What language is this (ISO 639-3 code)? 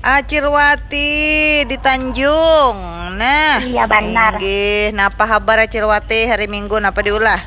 bjn